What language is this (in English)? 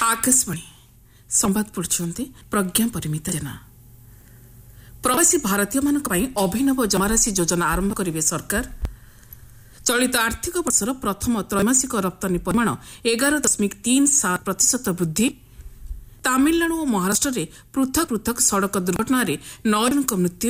Odia